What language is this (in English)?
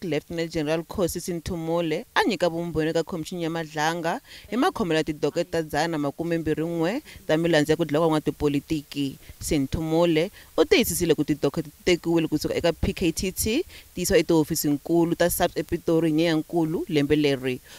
Tsonga